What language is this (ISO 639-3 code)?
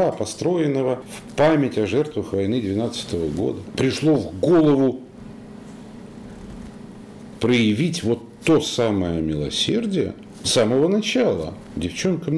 rus